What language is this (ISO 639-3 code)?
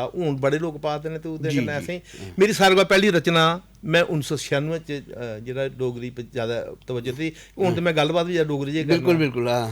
doi